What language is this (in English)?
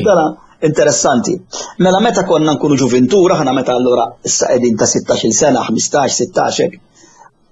Maltese